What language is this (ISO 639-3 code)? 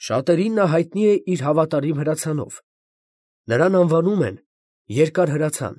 hye